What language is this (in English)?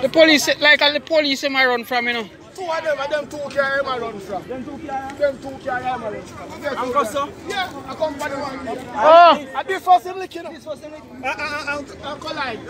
Jamaican Creole English